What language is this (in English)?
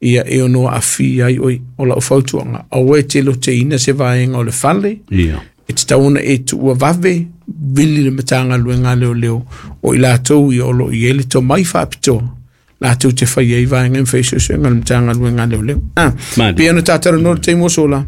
Samoan